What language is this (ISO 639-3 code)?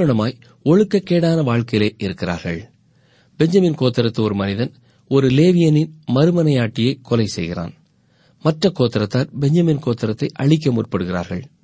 tam